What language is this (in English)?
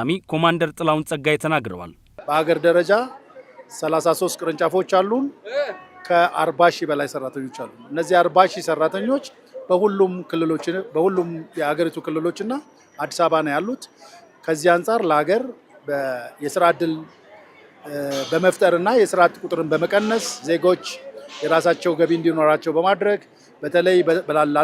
Amharic